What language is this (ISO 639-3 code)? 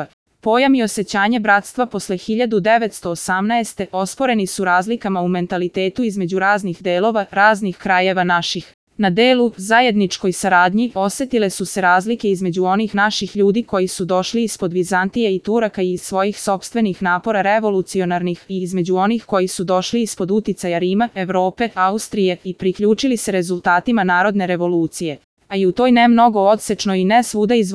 srp